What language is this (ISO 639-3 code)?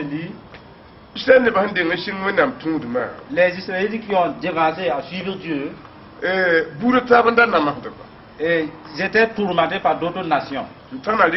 mos